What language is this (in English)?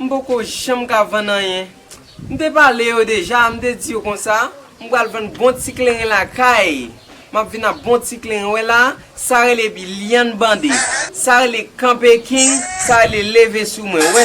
Haitian Creole